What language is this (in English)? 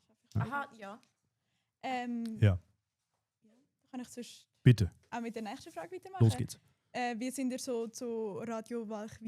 Swiss German